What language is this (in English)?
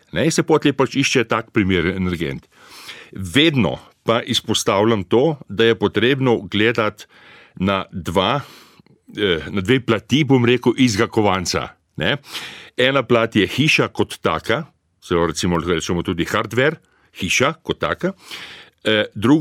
Slovenian